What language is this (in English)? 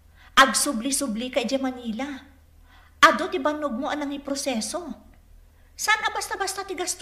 Iloko